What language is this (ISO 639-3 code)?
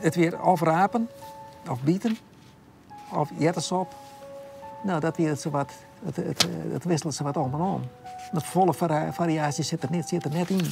fry